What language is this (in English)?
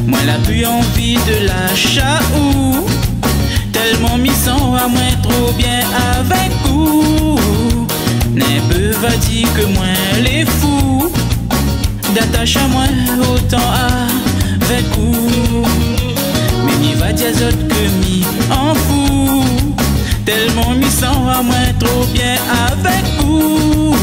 Réunion Creole French